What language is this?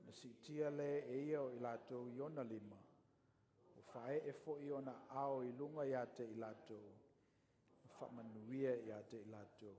Samoan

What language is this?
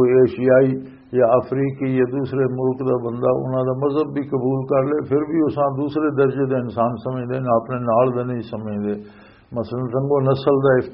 Western Panjabi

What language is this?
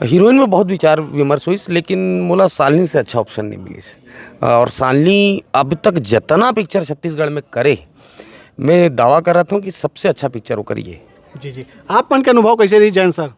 Chhattisgarhi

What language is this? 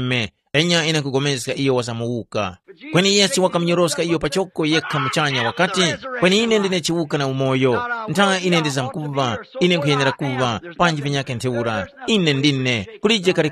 Tumbuka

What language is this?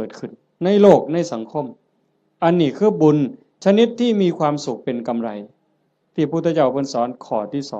Northeastern Thai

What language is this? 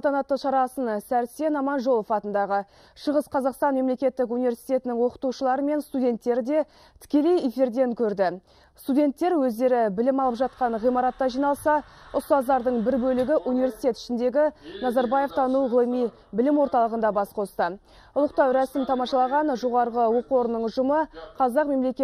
Kazakh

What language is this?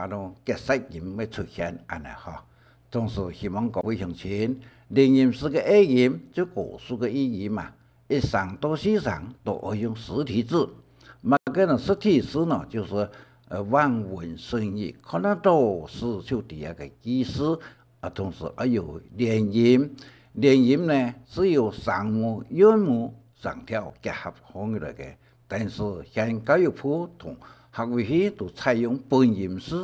Hakka Chinese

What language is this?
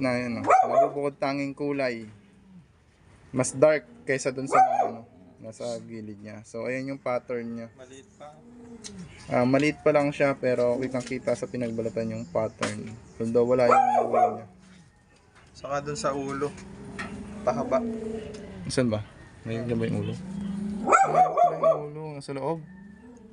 Filipino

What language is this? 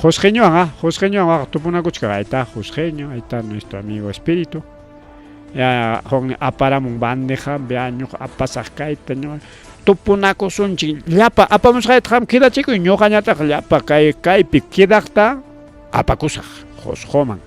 Ayacucho Quechua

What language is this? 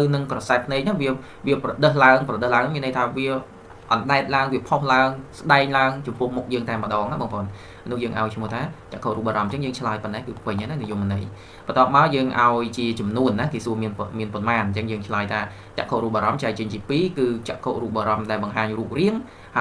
Khmer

